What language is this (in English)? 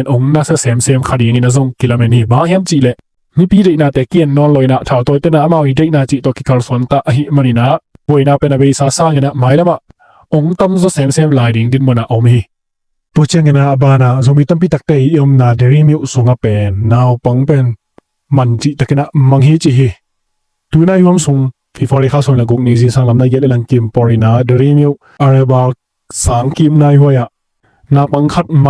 Tedim Chin